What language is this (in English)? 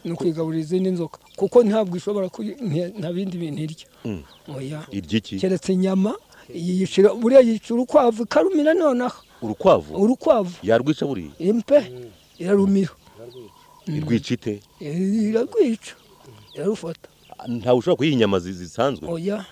Kinyarwanda